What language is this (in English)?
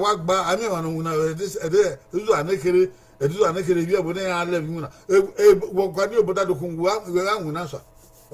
Bini